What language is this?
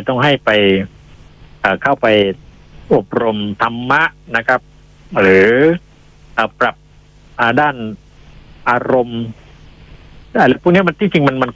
Thai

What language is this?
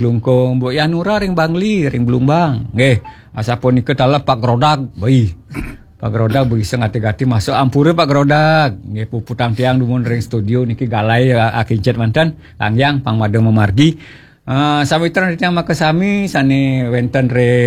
Balinese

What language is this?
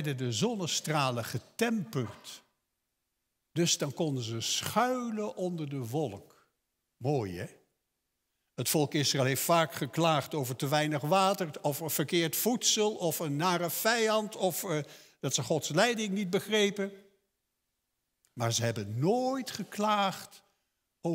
Dutch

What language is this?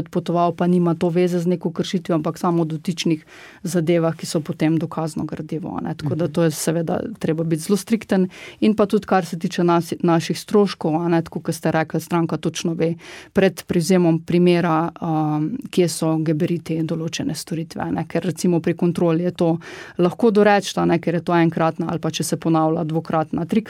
Slovenian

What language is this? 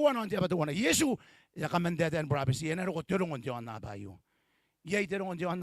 Gilbertese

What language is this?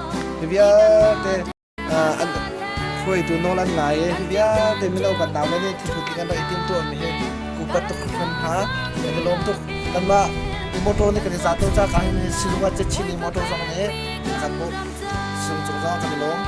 Hakha Chin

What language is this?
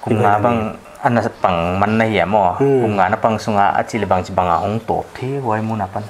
Paite Chin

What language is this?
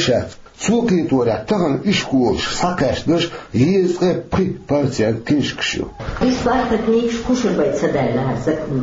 Chechen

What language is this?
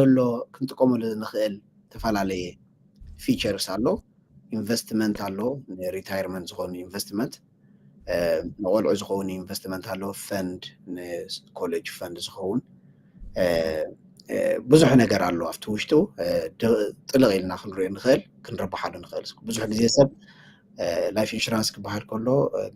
Tigrinya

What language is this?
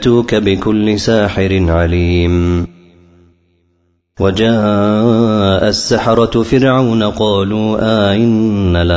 Arabic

